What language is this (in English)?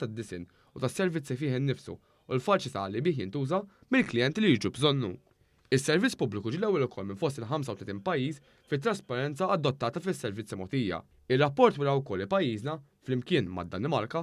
Maltese